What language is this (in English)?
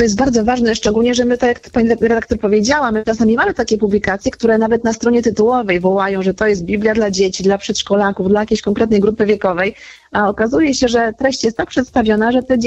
Polish